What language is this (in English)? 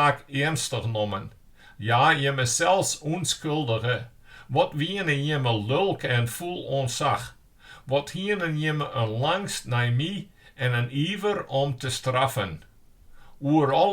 Western Frisian